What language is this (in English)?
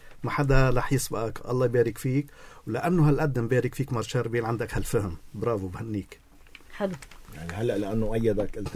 North Levantine Arabic